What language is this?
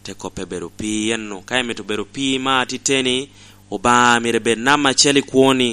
Lango (Uganda)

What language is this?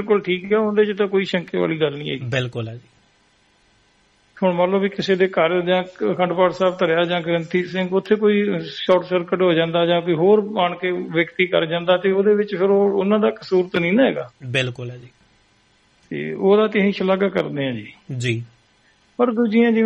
Punjabi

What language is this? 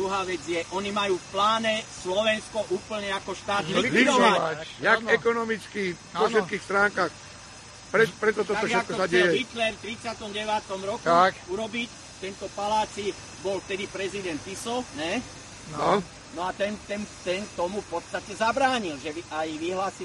Slovak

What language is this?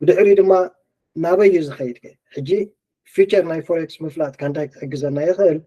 Tigrinya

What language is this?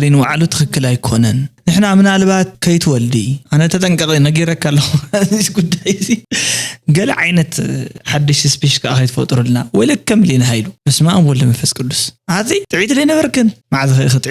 Tigrinya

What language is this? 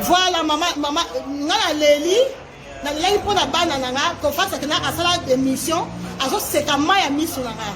Lingala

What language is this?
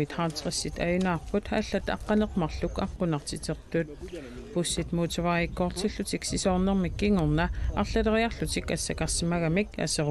Kalaallisut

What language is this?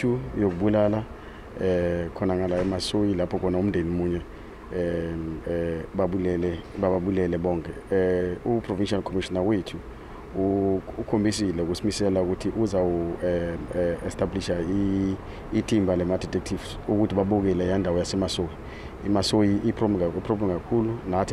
Zulu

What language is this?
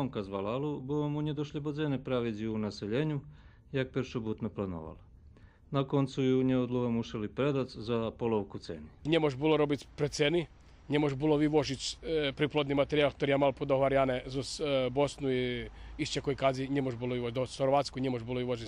Rusyn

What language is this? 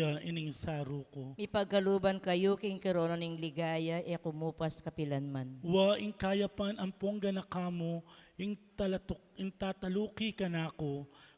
Pampanga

